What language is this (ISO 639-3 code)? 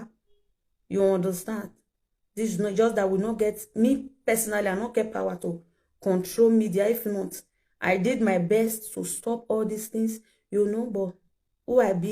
pcm